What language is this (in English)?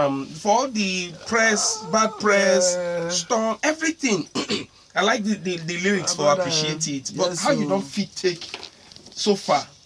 Nigerian Pidgin